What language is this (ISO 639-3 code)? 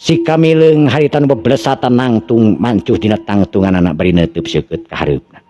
sun